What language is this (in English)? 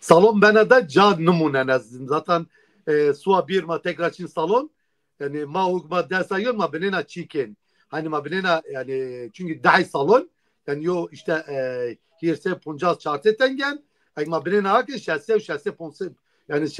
Zaza